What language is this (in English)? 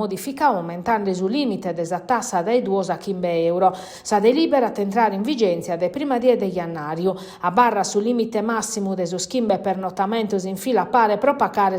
Sardinian